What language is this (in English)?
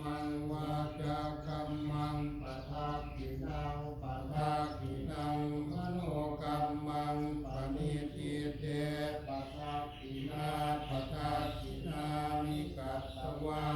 Pali